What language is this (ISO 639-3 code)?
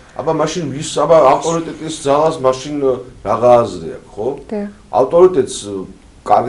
kat